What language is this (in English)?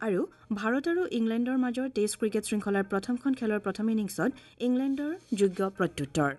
Assamese